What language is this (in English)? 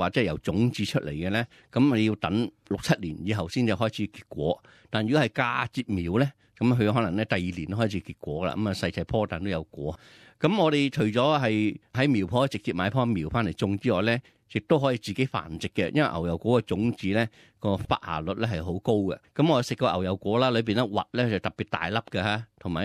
Cantonese